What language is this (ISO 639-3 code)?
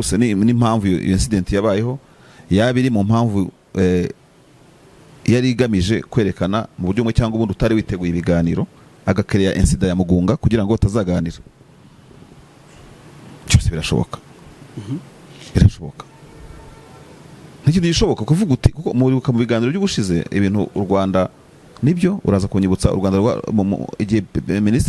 kin